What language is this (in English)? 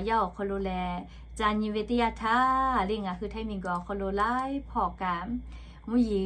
Lahu